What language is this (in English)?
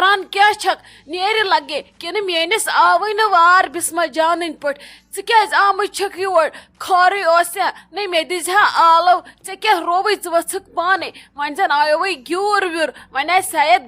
Kashmiri